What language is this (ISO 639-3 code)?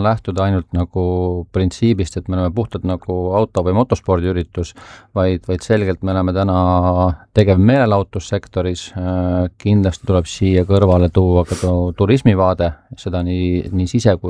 est